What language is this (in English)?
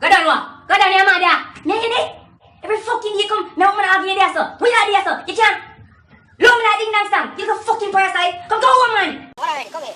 Jamaican Creole English